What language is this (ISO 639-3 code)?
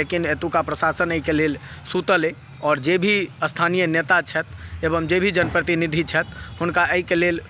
mai